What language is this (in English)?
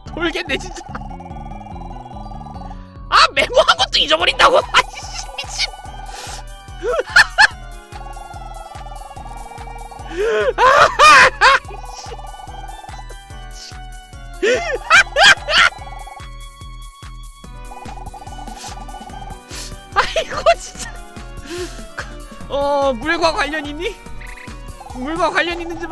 Korean